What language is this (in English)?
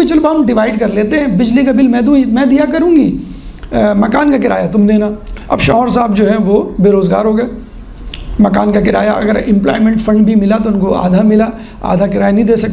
Urdu